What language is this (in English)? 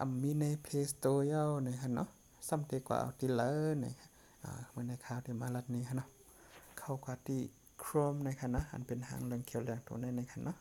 Shan